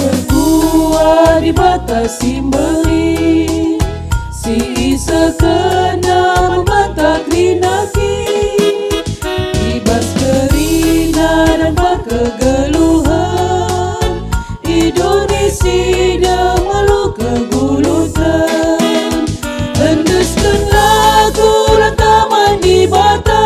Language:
Batak Karo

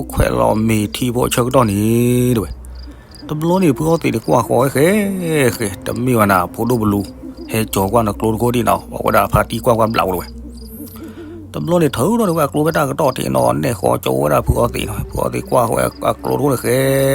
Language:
S'gaw Karen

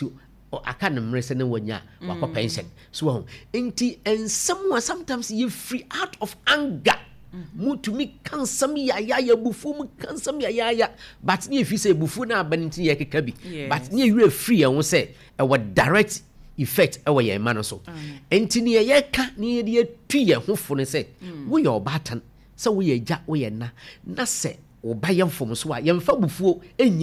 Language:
Akan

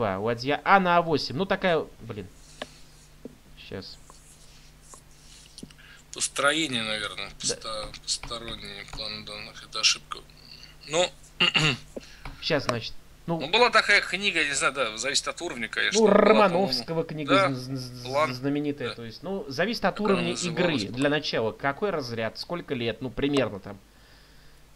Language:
Russian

